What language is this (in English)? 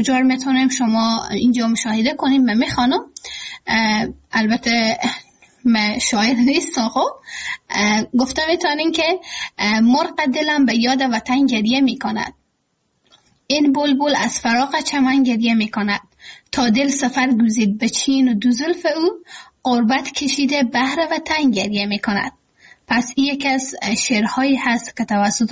Persian